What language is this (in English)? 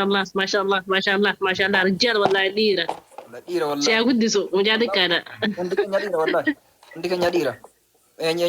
Oromo